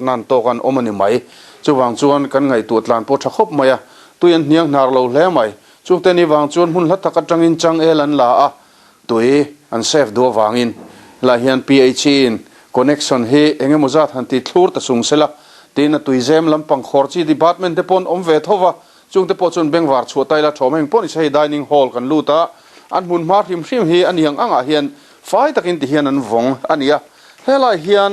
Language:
Mizo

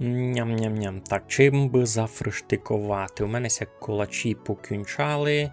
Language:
Rusyn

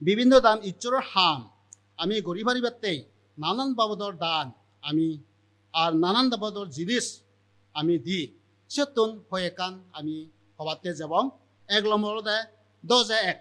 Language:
Chakma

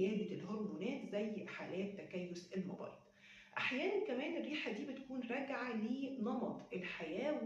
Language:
Egyptian Arabic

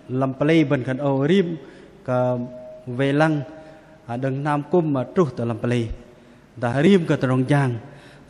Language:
Bahnar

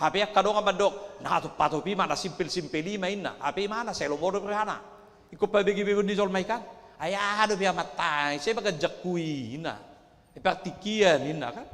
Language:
Batak Toba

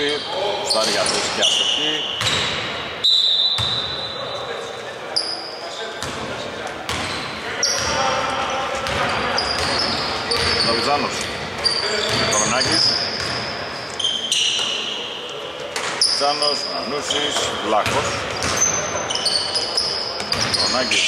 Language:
Greek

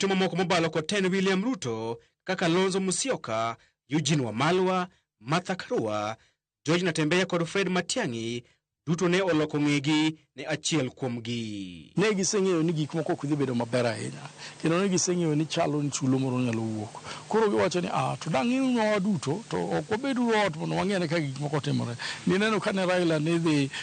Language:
Luo (Kenya and Tanzania)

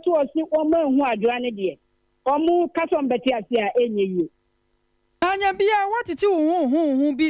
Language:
Akan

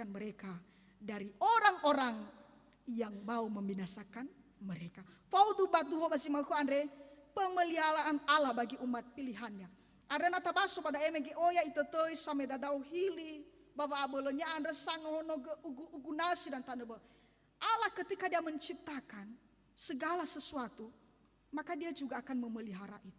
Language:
Nias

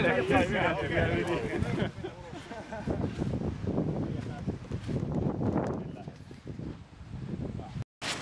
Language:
Finnish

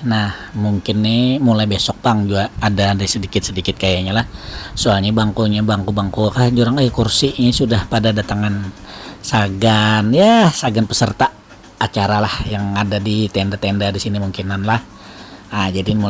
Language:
Banjar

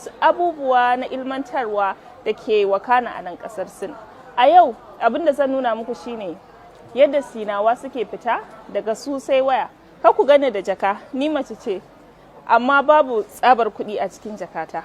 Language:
Hausa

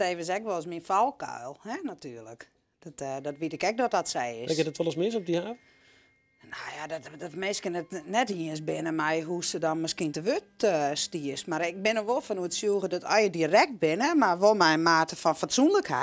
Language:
Western Frisian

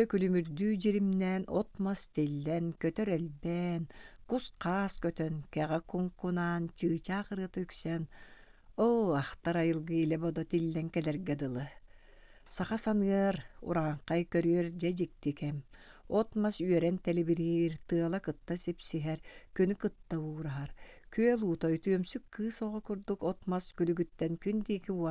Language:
Yakut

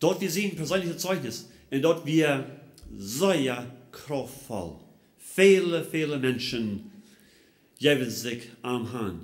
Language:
Plautdietsch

